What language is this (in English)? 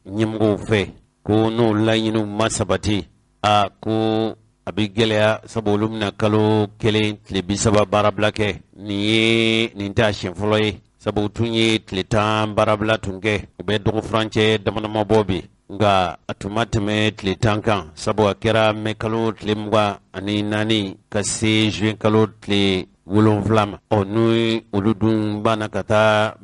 Bambara